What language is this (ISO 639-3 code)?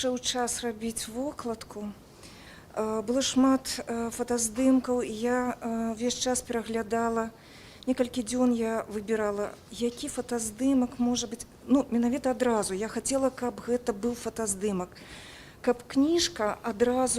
bel